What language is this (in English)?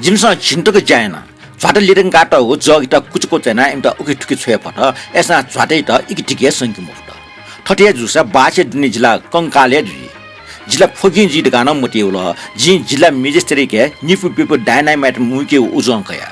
Newari